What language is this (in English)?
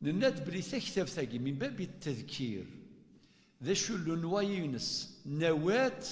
Kabyle